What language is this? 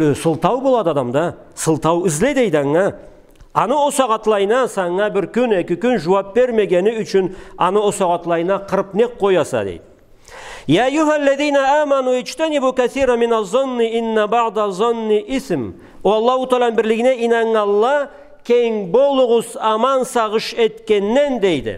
Karachay-Balkar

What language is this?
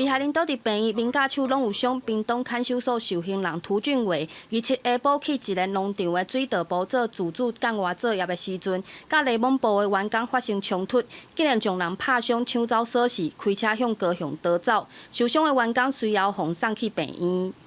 Min Nan Chinese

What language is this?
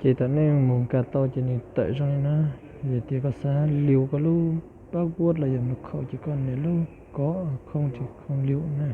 Hmong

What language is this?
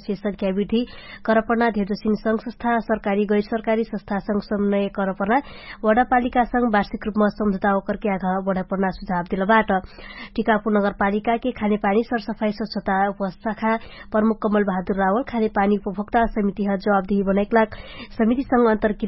Dangaura Tharu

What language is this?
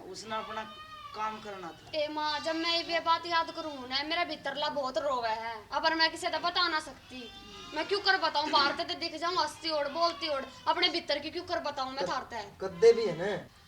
Haryanvi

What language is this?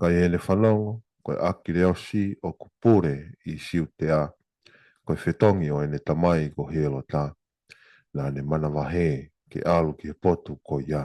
Tongan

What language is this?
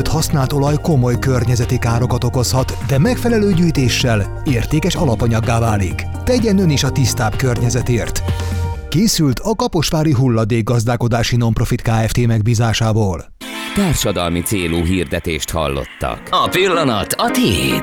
Hungarian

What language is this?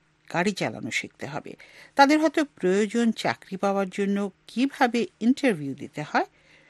Bangla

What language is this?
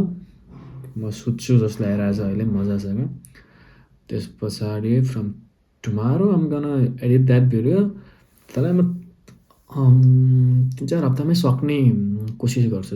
Nepali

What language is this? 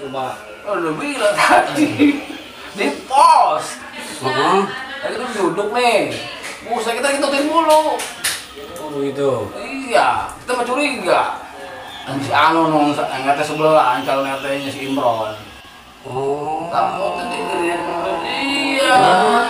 Betawi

